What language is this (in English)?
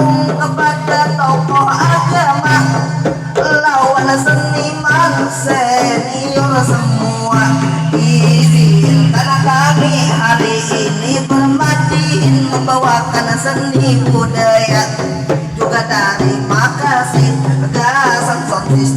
Banjar